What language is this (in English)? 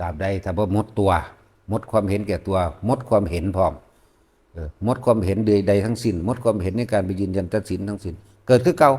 Lao